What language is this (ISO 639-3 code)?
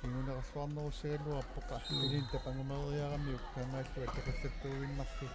kal